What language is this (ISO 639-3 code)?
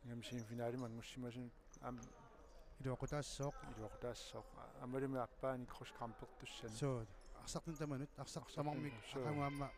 kal